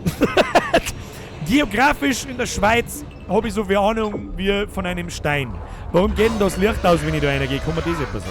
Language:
Bavarian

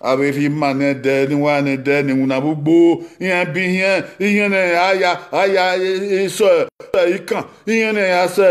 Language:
Bini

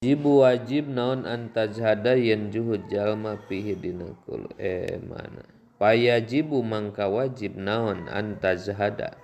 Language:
Sundanese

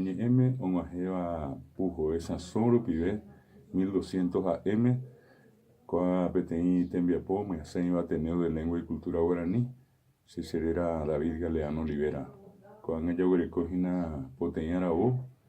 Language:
Guarani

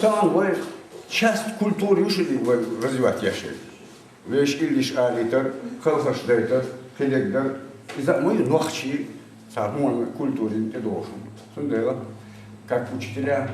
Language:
Chechen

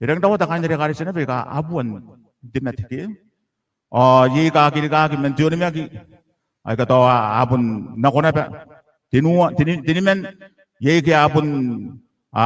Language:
Gilbertese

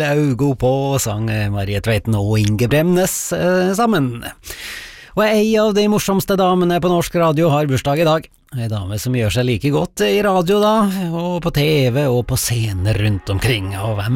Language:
Norwegian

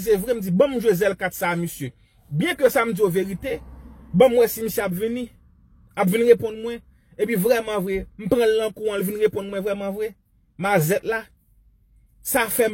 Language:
Haitian Creole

